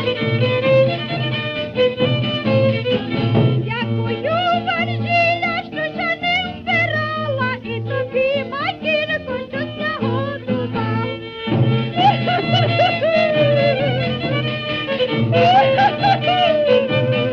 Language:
Ukrainian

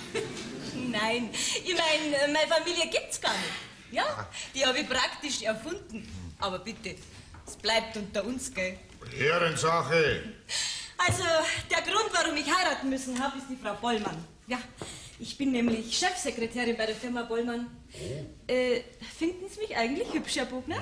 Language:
Bavarian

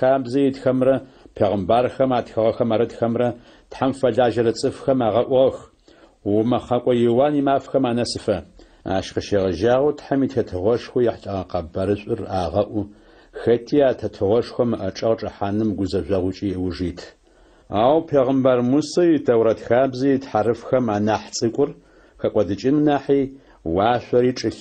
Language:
Adyghe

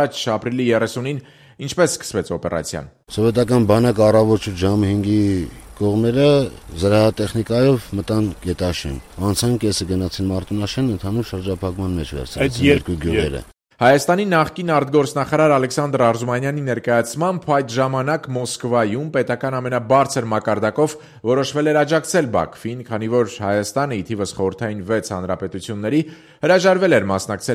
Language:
Armenian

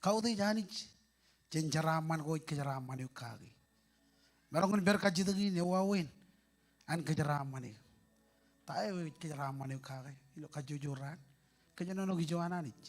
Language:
Marshallese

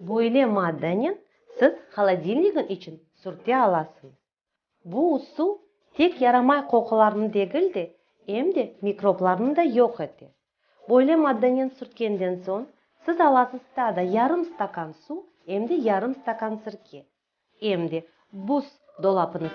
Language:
Crimean Tatar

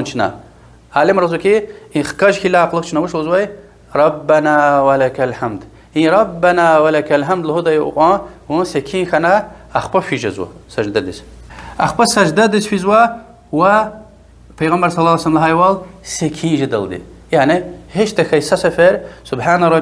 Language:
Lezghian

